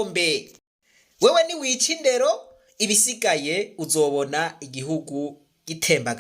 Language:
Rundi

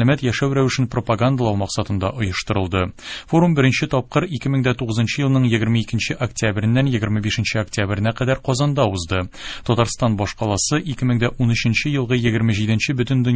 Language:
Tatar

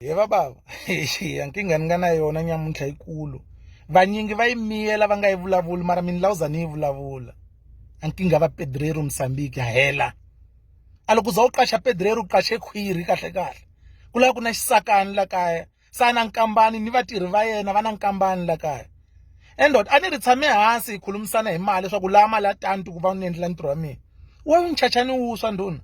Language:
Tsonga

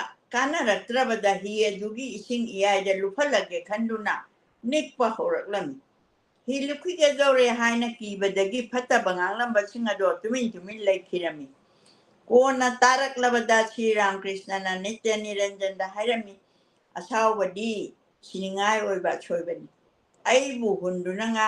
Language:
Manipuri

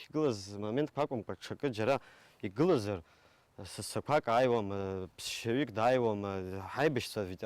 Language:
Abkhazian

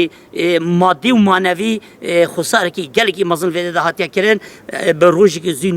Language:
Kurdish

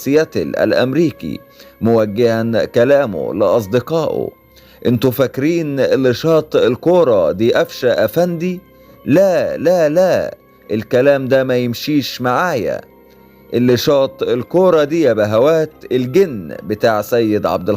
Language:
Egyptian Arabic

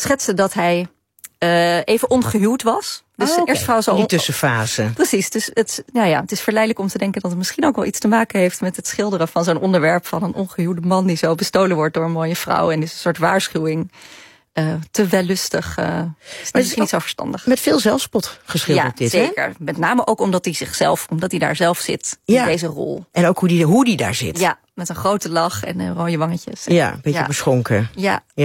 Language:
Dutch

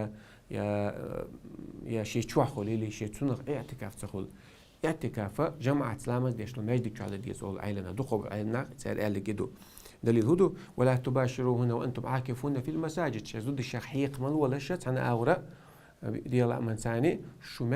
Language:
Chechen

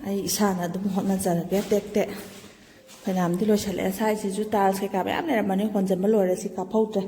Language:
Manipuri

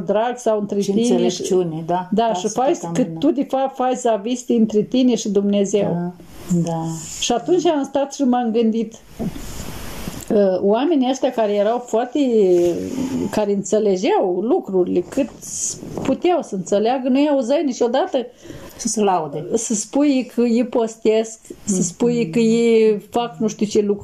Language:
Romanian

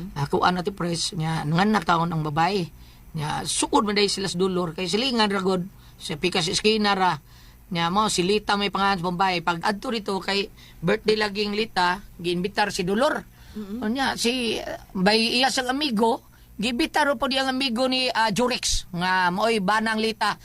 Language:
Cebuano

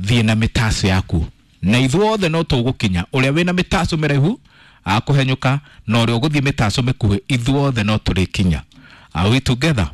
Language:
Kikuyu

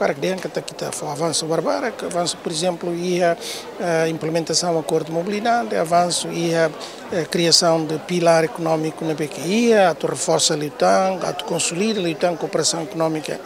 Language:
Tetum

